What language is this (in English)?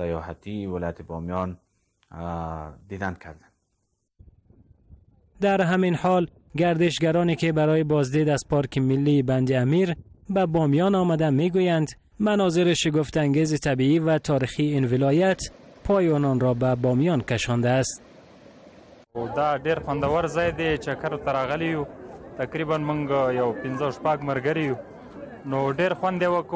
Persian